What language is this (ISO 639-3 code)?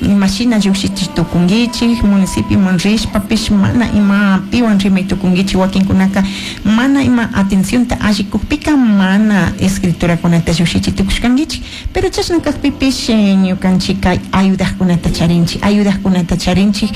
qug